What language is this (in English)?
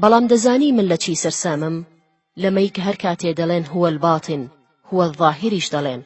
Central Kurdish